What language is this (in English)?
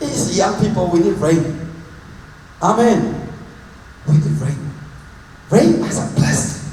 Hakha Chin